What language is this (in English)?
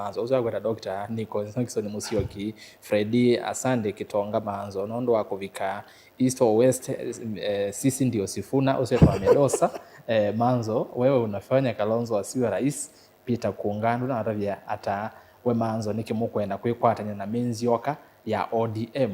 Kamba